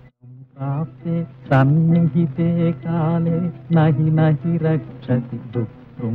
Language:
Telugu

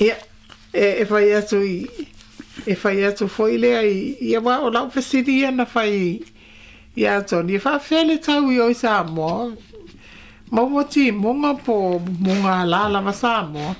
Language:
Samoan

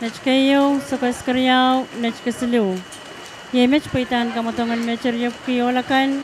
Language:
Pohnpeian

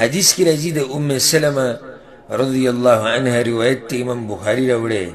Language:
Pashto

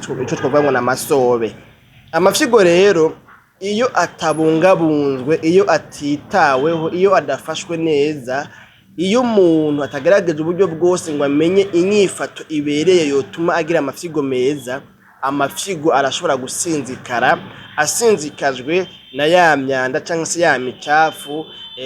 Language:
Rundi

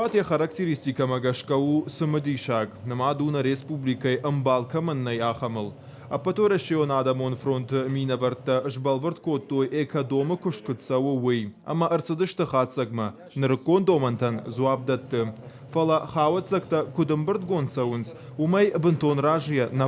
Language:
Ossetic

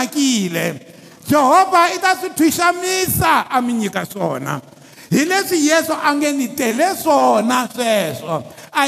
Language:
Tsonga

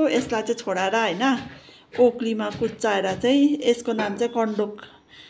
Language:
Nepali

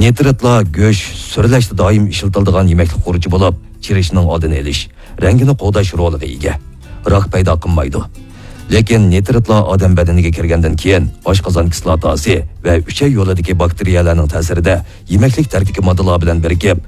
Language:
Uyghur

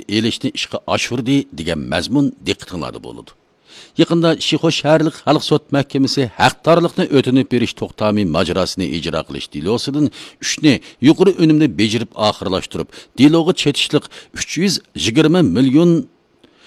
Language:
Uyghur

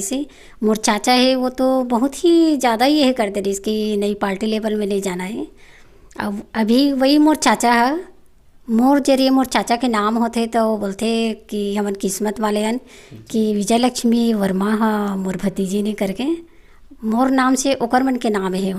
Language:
Chhattisgarhi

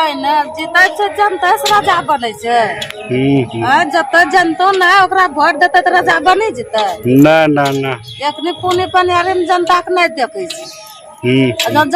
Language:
Angika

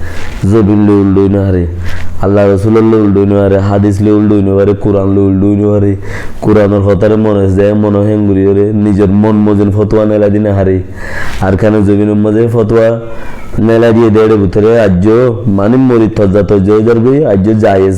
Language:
Rohingya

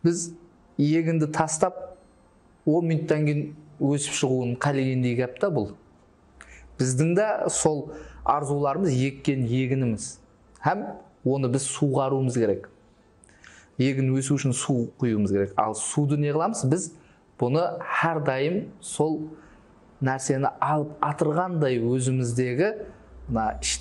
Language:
Kara-Kalpak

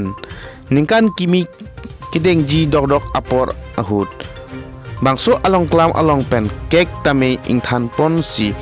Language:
Karbi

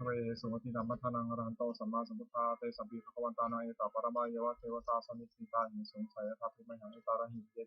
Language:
Pali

